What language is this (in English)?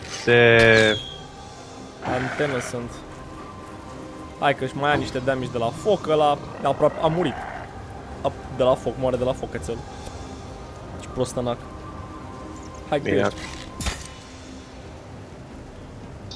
Romanian